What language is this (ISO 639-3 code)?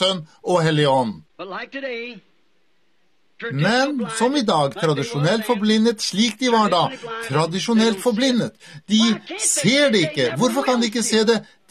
nor